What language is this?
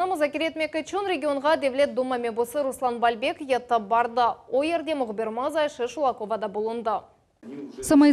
Crimean Tatar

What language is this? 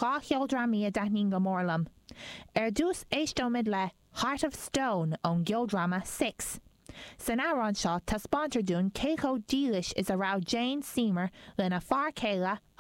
Irish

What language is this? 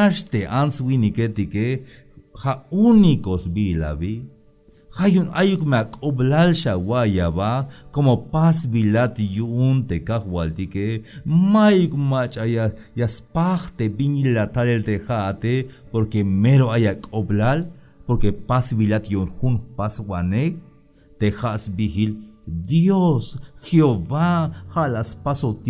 Tzeltal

